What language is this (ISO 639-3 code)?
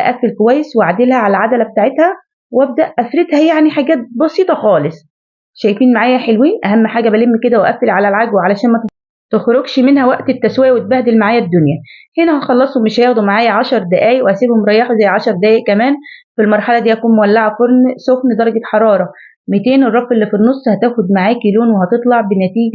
arz